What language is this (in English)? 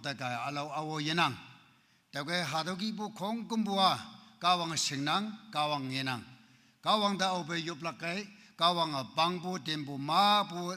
Naga Pidgin